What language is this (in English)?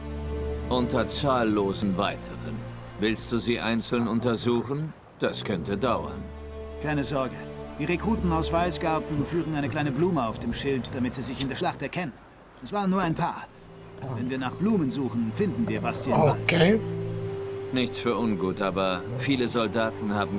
Swiss German